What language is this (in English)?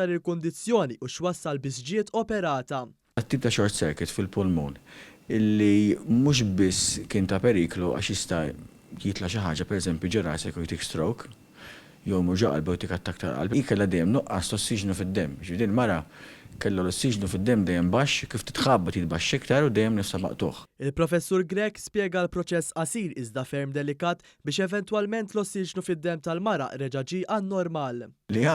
Maltese